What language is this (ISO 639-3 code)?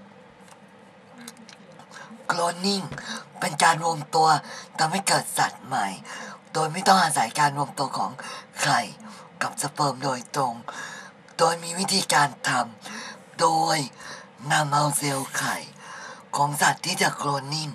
tha